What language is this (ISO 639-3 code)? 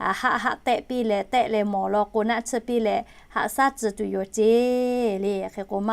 lhu